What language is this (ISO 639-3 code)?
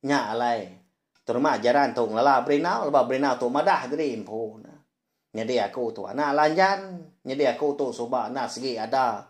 iba